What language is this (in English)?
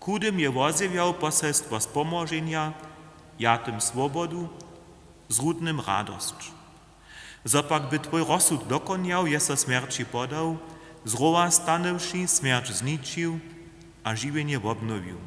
Upper Sorbian